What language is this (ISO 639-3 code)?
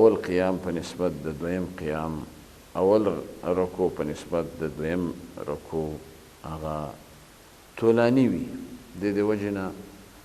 pus